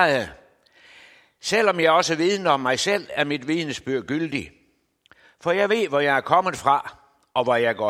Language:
Danish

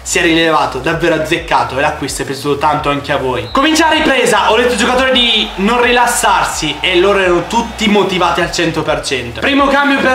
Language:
Italian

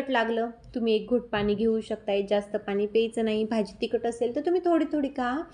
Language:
Marathi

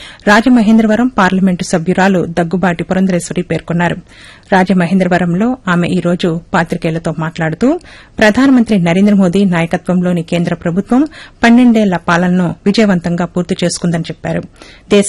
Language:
Telugu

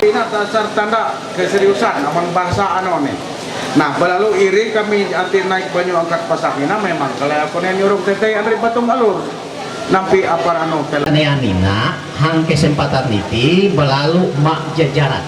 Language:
Ma'anyan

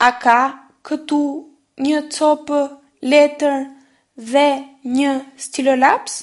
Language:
Albanian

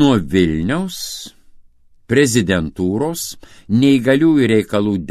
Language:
Lithuanian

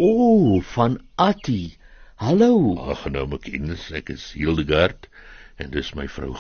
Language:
Afrikaans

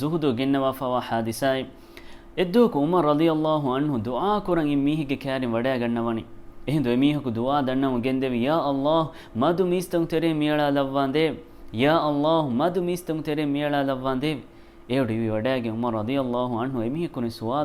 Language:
Divehi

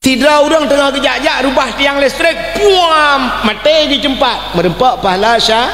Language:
Achinese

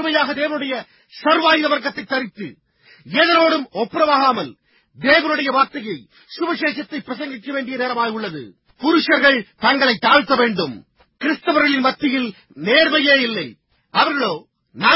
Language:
Tamil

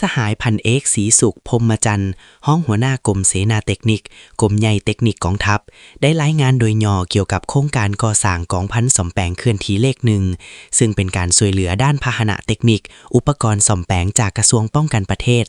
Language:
Lao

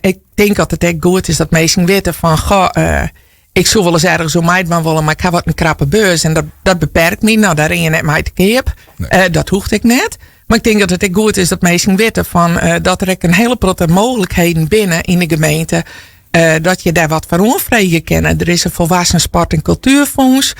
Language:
Western Frisian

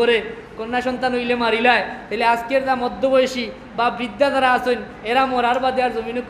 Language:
Sylheti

